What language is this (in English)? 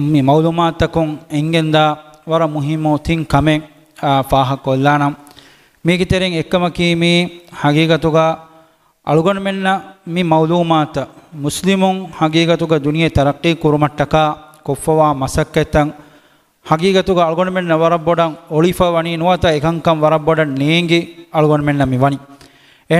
Divehi